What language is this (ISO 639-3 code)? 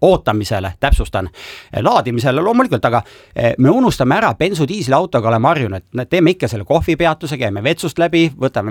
est